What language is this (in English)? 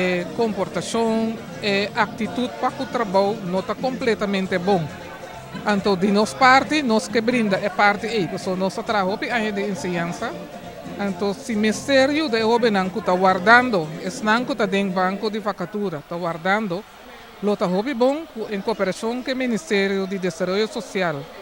Papiamento